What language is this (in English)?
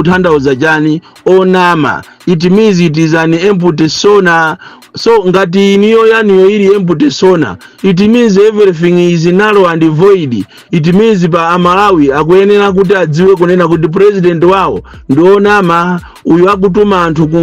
Nyanja